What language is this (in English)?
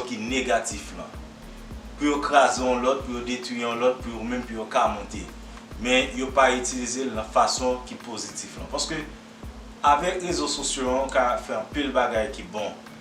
Haitian Creole